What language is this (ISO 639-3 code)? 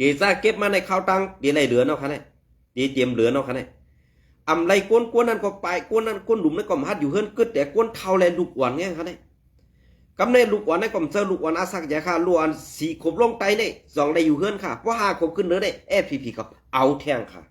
shn